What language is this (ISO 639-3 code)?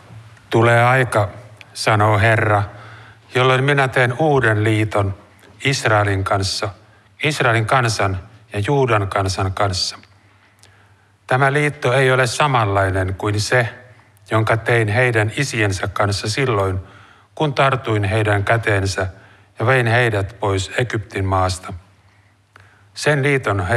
fin